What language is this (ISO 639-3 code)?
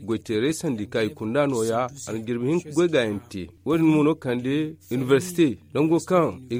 dje